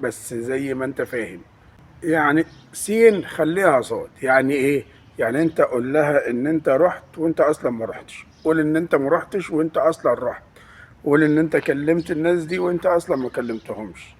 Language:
Egyptian Arabic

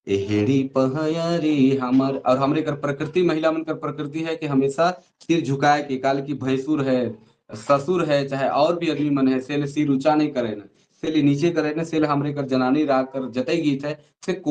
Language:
Sadri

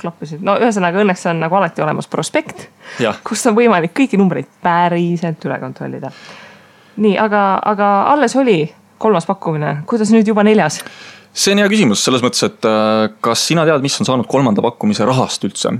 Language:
Estonian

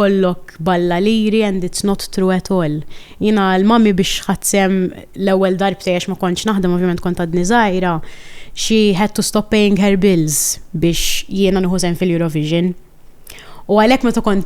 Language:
Maltese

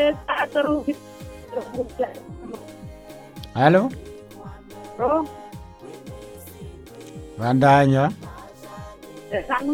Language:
Rundi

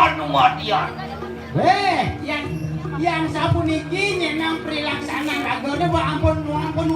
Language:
Balinese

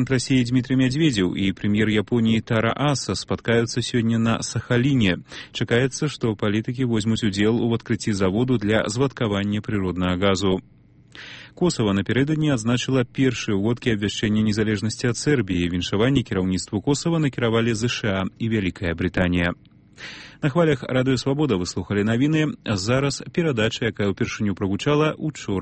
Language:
Belarusian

